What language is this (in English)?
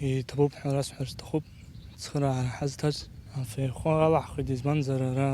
Abkhazian